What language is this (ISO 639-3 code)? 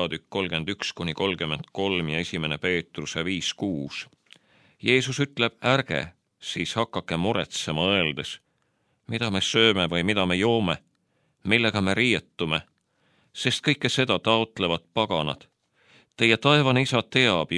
est